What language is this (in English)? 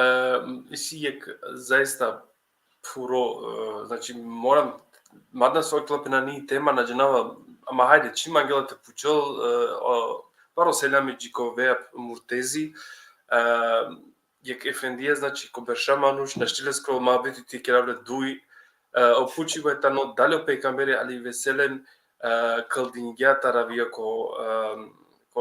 Balkan Romani